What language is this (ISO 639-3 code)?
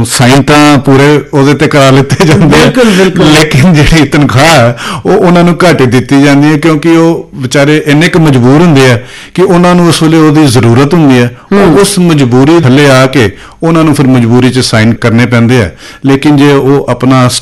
pan